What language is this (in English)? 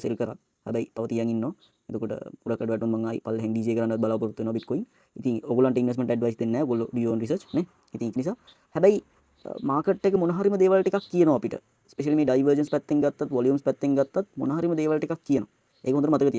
Sinhala